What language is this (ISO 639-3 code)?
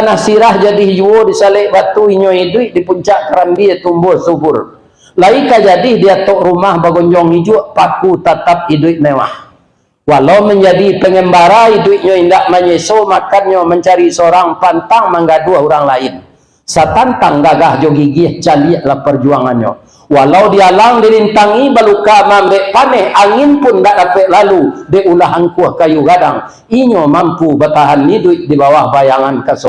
min